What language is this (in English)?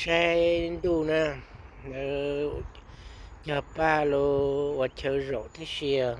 Hmong